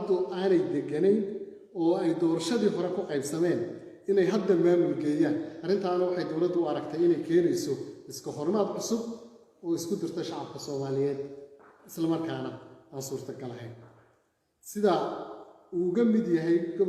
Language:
Somali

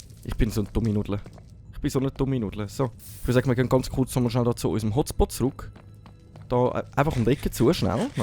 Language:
Swiss German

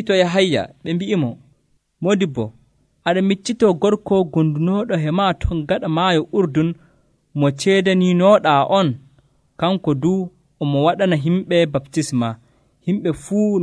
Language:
Nigerian Fulfulde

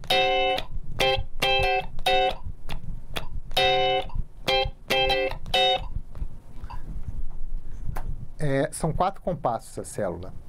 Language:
Portuguese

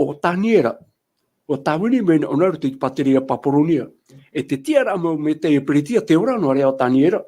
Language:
Tahitian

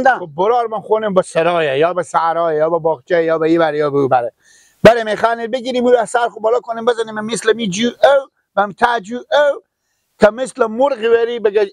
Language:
Persian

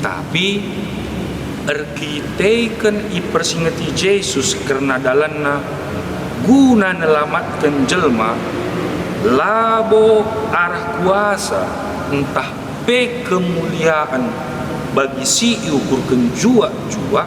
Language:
Batak Karo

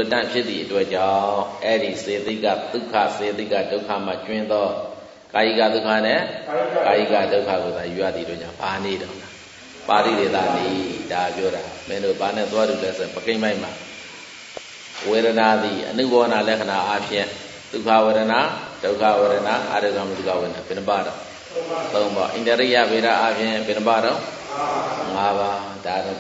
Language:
Burmese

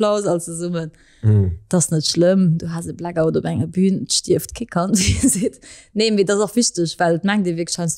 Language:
Luxembourgish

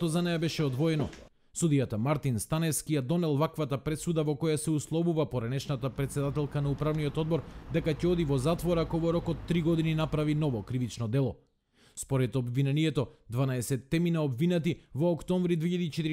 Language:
Macedonian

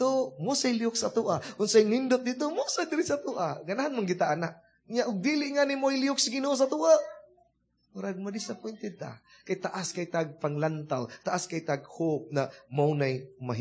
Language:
Cebuano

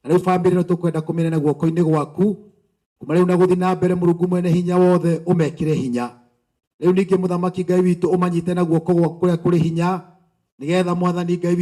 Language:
Kikuyu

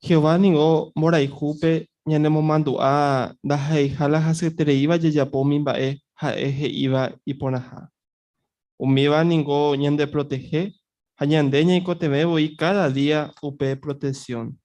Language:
Guarani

